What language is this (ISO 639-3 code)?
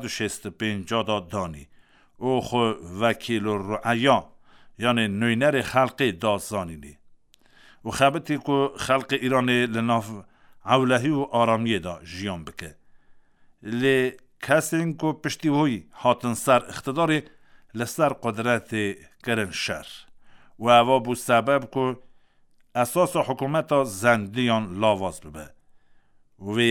kur